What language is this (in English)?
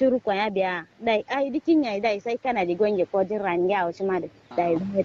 Kanuri